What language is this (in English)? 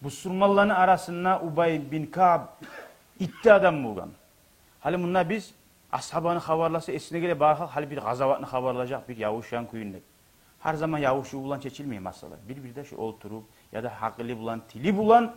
Kumyk